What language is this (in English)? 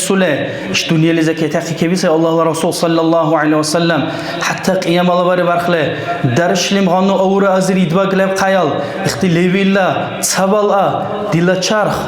Dargwa